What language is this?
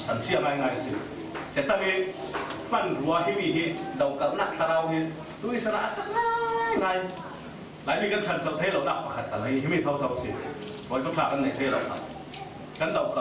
Falam Chin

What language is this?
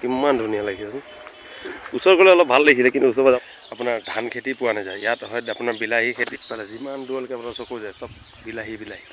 Assamese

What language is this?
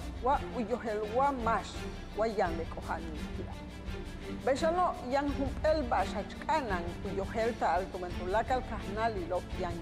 Yucateco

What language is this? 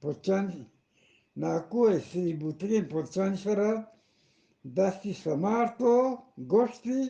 Eastern Balochi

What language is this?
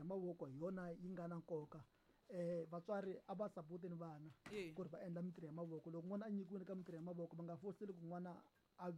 Tsonga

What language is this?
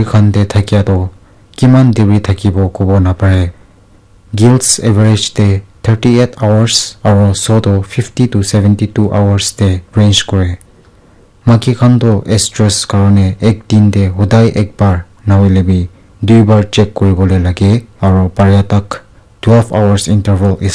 Naga Pidgin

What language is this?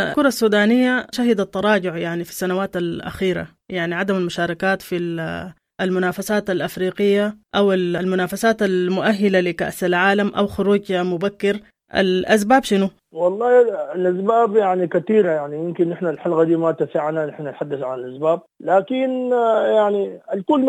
Sudanese Arabic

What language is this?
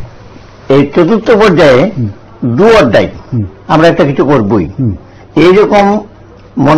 Bangla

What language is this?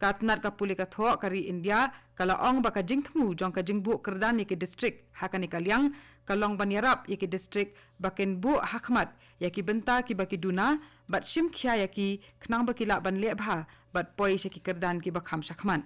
Khasi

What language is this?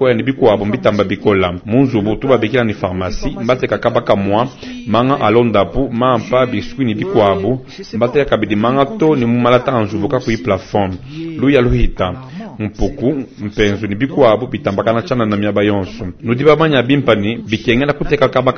Luba-Lulua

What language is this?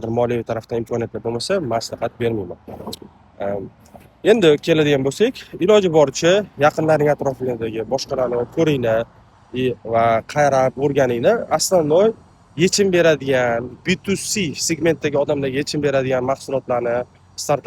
Uzbek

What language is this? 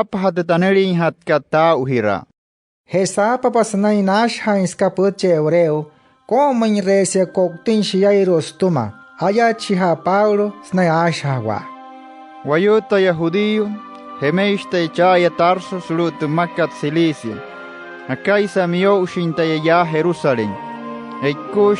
Wayuu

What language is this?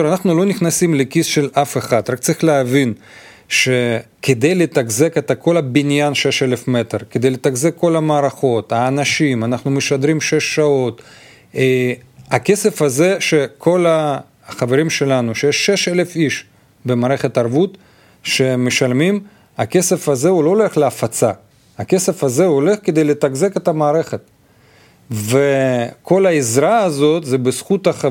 Hebrew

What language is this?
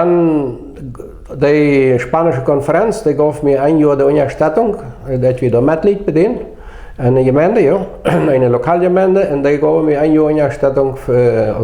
Plautdietsch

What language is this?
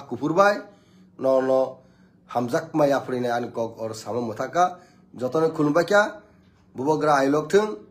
Kok Borok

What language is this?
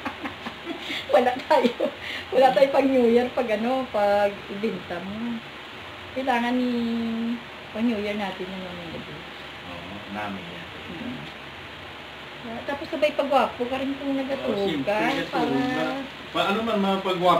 Filipino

